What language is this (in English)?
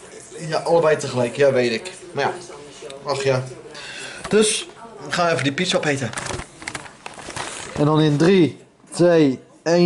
Dutch